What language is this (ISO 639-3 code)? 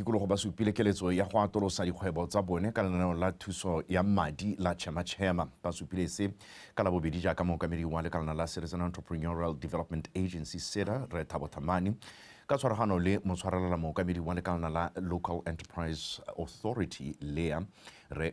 tsn